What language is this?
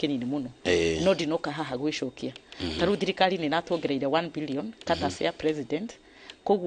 Kikuyu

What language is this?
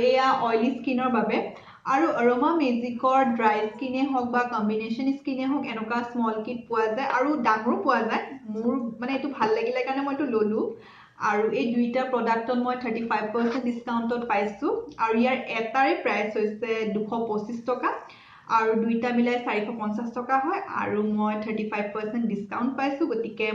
Assamese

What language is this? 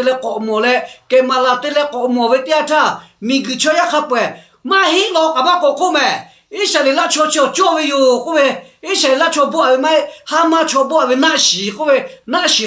Lahu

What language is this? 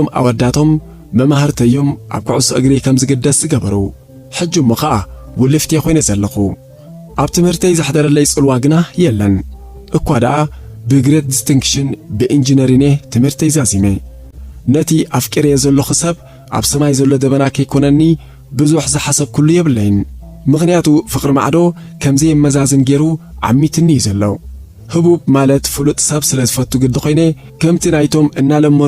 Tigrinya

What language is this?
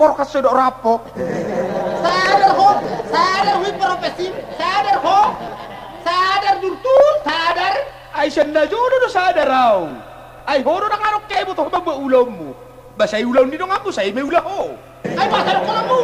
Batak Toba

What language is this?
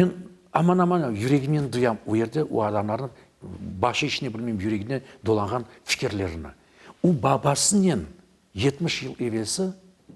Crimean Tatar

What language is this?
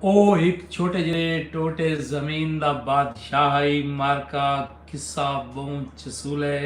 Saraiki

